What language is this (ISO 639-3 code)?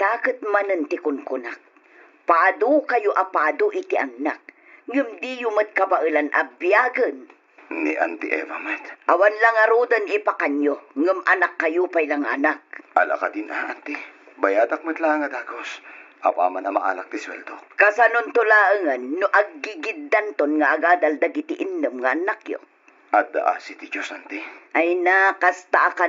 ilo